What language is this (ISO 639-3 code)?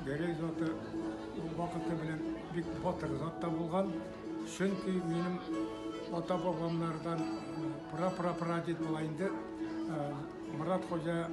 bak